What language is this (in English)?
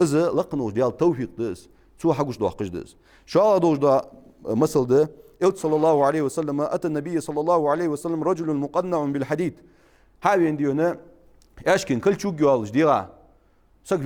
Ingush